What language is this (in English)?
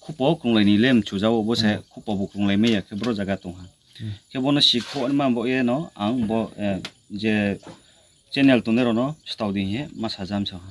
Riang (India)